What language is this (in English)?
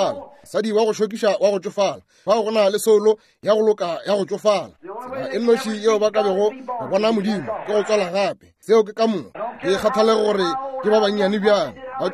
Northern Sotho